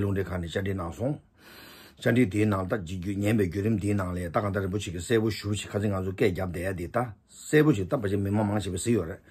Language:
Tibetan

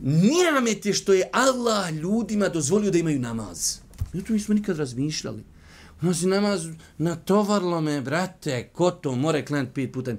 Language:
Bosnian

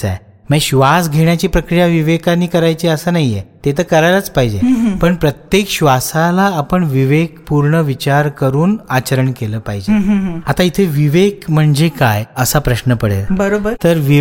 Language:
Marathi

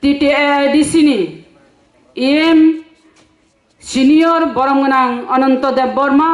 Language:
Kok Borok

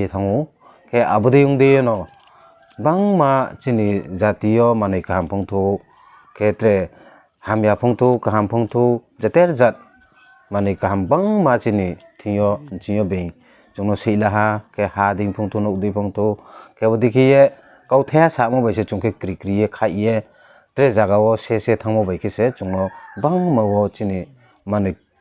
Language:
Riang (India)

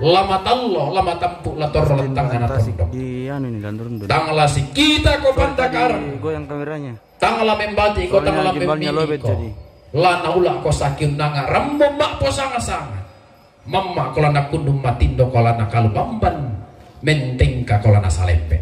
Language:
Toraja-Sa'dan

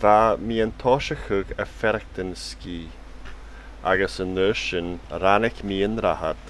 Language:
Scottish Gaelic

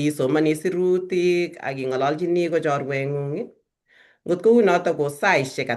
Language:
Kalenjin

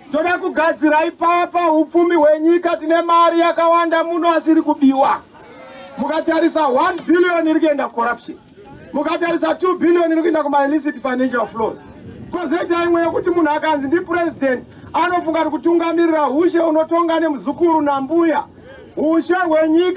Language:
Shona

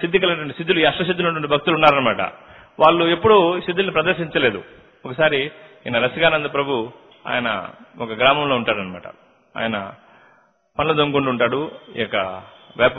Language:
Telugu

